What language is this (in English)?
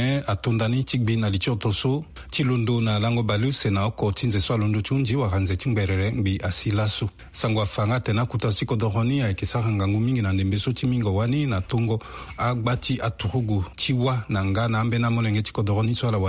Sango